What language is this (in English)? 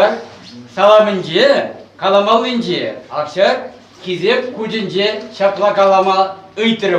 Chuvash